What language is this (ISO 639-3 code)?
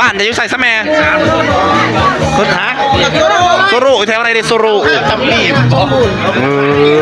tts